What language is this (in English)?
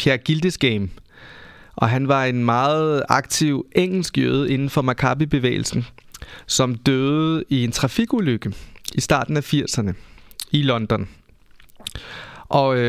Danish